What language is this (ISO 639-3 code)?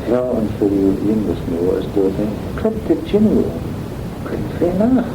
glv